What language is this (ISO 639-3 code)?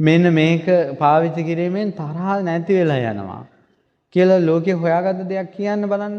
sin